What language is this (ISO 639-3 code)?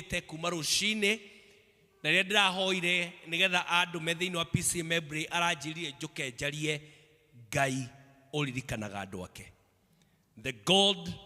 kik